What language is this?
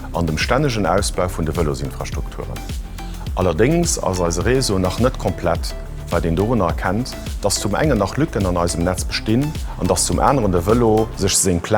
Luxembourgish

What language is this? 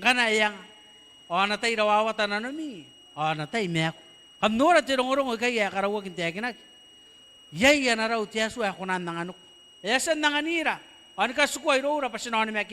Gilbertese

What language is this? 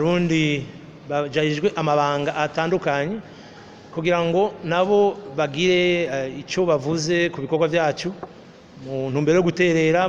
Rundi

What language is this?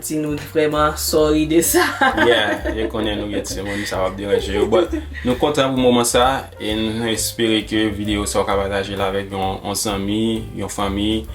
Haitian Creole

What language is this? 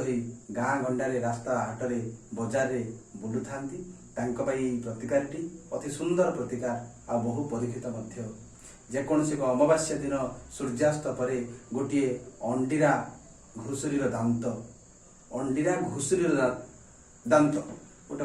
Odia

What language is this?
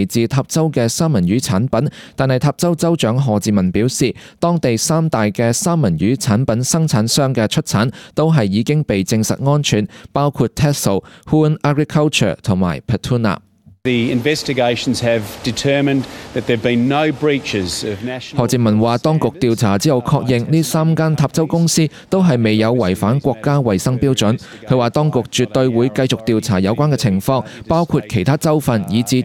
Cantonese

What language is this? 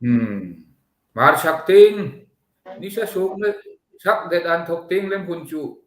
Hmar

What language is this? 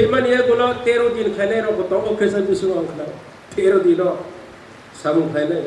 Kok Borok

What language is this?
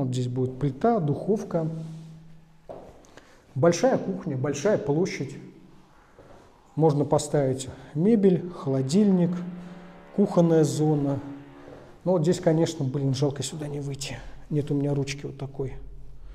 Russian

